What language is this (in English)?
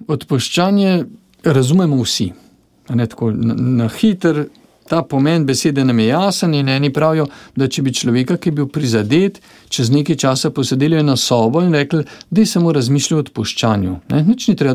Slovenian